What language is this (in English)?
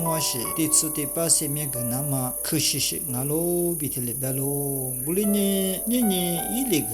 Lisu